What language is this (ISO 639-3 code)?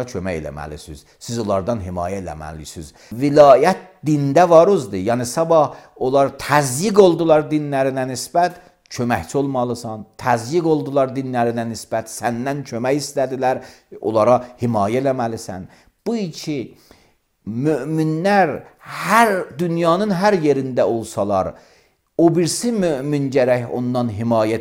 aze